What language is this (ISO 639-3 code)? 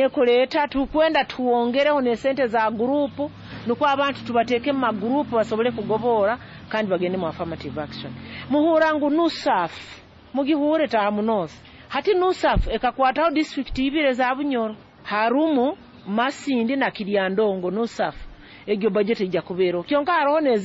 nyo